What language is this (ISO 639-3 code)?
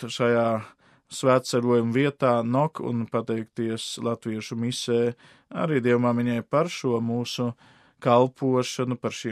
lav